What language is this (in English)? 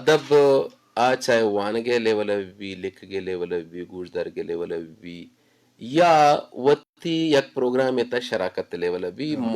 Eastern Balochi